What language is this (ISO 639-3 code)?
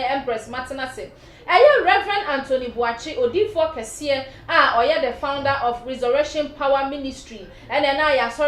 aka